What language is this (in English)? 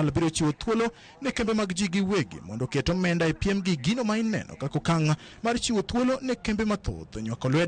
Luo (Kenya and Tanzania)